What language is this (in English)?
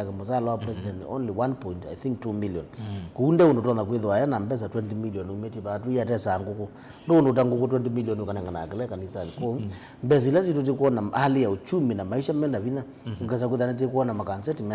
Kamba